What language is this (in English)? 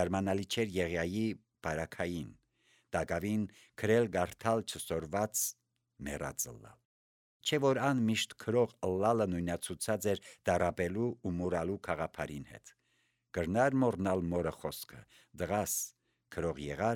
Armenian